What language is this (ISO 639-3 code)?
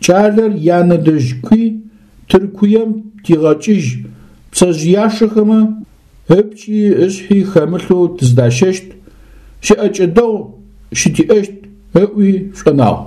ady